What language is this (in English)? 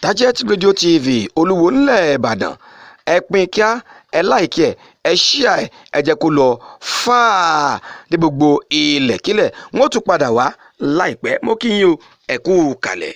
Yoruba